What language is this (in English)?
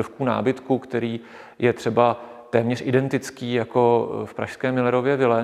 Czech